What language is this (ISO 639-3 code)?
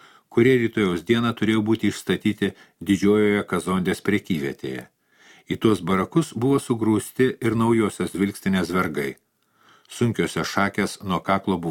lit